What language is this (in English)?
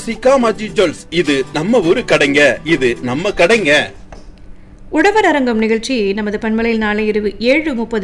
Tamil